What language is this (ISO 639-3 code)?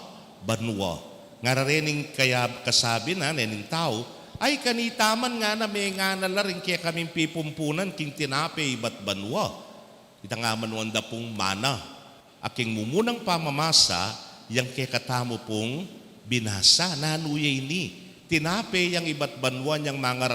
pam